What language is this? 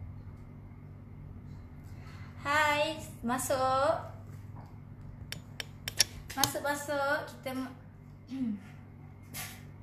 Malay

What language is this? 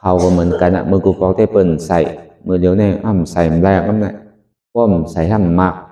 Shan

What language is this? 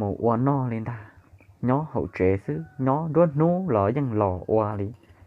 Hmong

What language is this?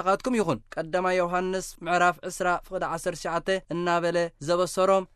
Tigrinya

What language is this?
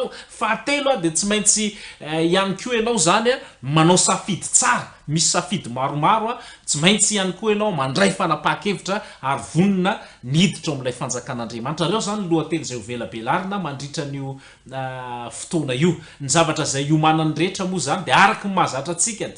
Malagasy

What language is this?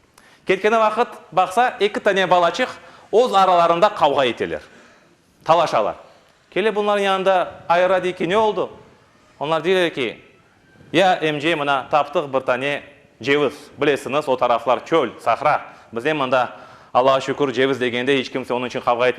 Crimean Tatar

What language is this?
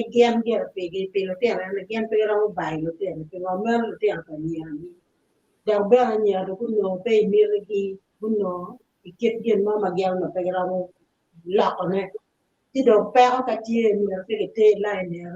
Acoli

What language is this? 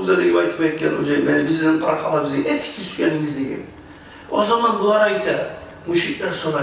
Kumyk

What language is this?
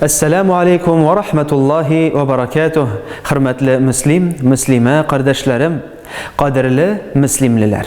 Tatar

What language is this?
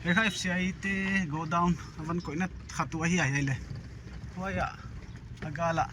Paite Chin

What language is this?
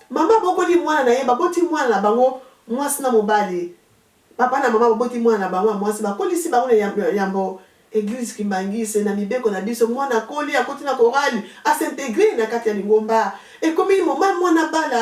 Lingala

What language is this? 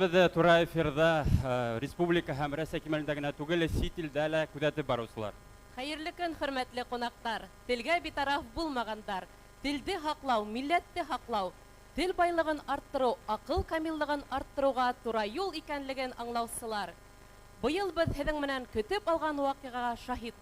Bashkir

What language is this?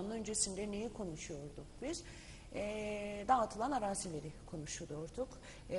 Turkish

